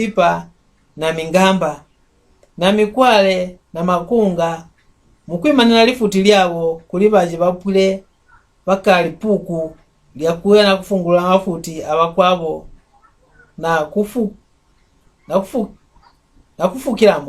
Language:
Mbunda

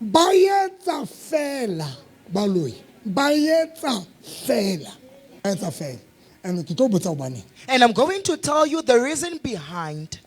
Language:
Southern Sotho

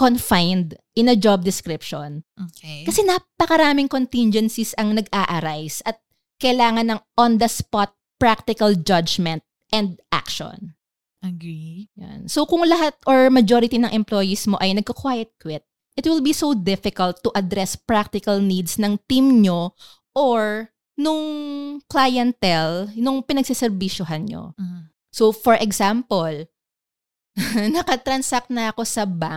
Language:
Filipino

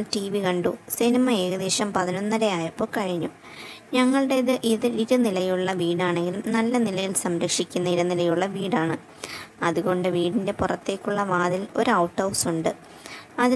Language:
Malayalam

